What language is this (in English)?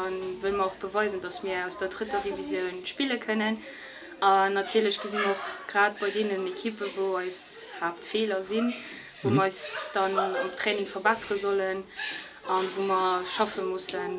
Luxembourgish